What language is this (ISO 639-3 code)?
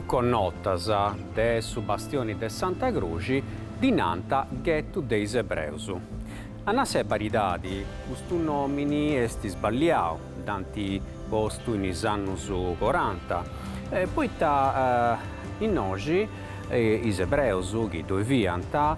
srd